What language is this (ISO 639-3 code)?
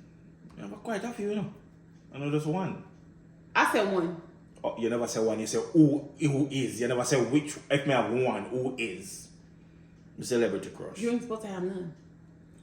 jam